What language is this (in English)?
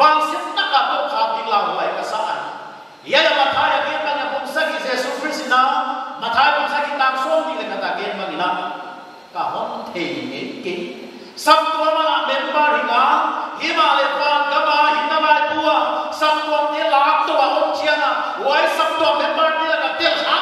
Paite Chin